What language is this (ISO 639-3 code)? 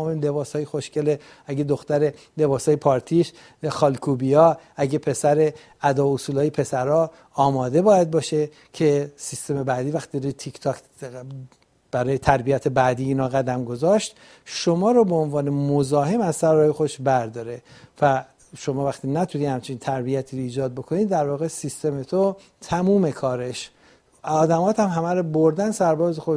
fas